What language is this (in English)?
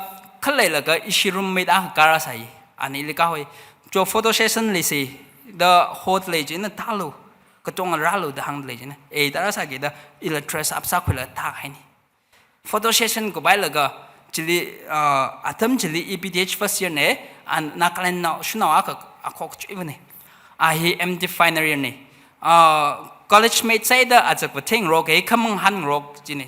Tangkhul Naga (India)